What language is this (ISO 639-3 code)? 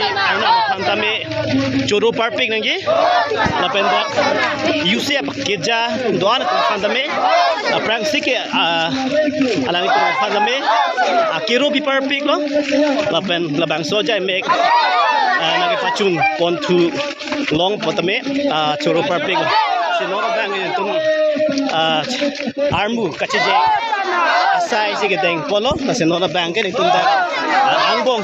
mjw